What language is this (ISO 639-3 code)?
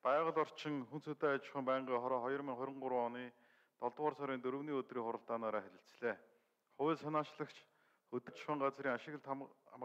mon